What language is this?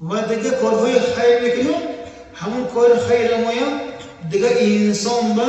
Tajik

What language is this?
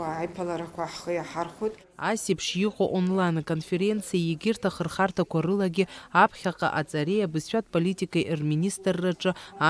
Abkhazian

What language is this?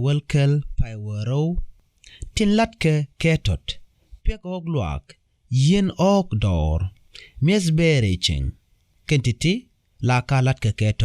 Nuer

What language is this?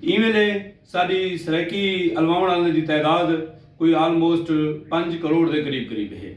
Saraiki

